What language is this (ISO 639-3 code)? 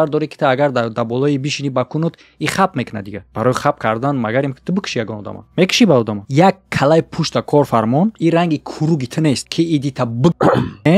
tgk